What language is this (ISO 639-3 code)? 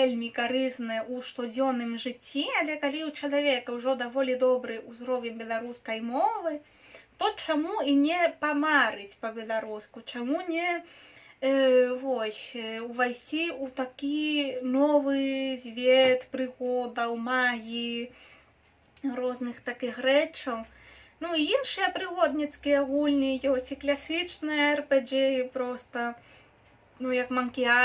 bel